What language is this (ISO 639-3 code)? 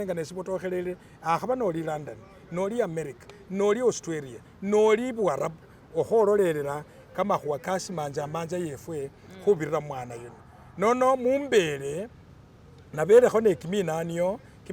myx